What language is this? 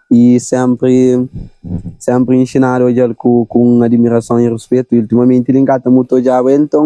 Kabuverdianu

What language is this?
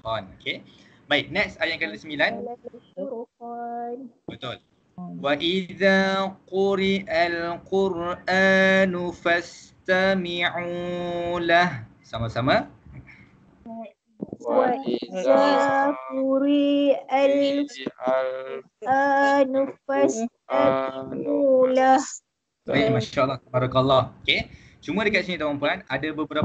Malay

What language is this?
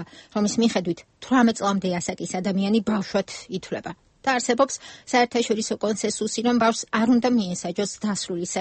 Georgian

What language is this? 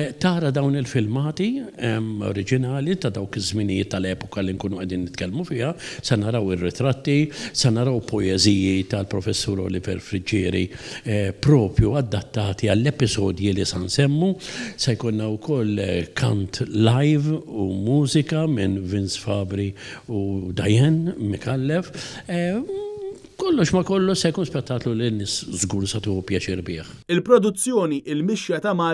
Maltese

